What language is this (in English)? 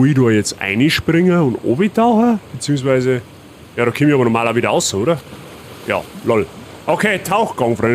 Bavarian